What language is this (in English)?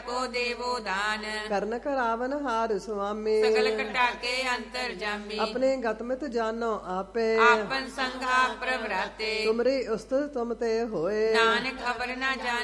Punjabi